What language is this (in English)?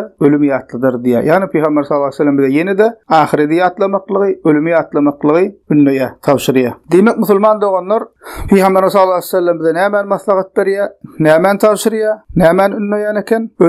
Turkmen